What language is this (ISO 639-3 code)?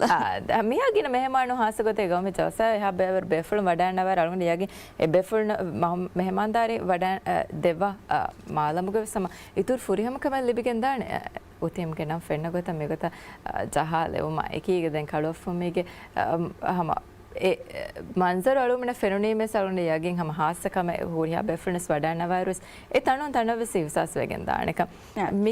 div